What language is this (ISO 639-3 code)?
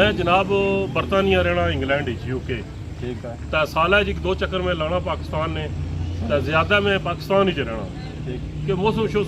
phr